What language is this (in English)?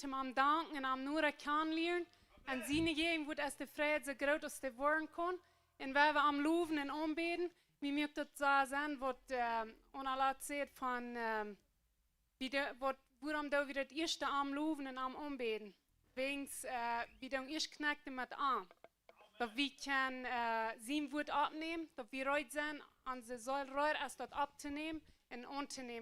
Plautdietsch